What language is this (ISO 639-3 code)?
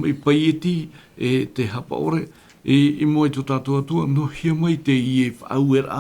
tah